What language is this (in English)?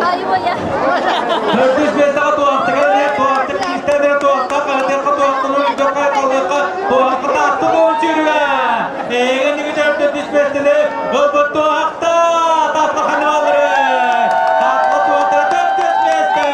Yakut